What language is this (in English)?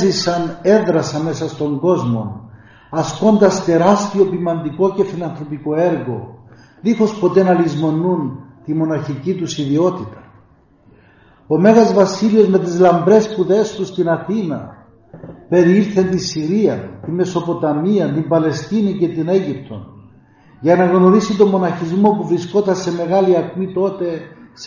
Greek